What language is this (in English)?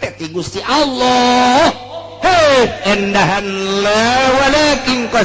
Sundanese